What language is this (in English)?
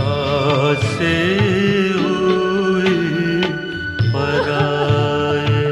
Dogri